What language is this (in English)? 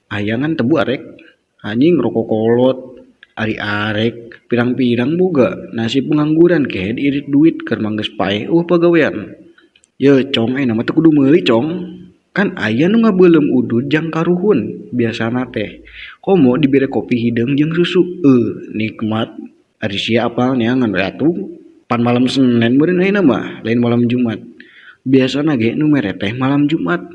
Sundanese